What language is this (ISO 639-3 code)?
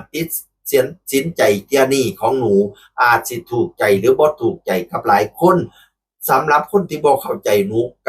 lao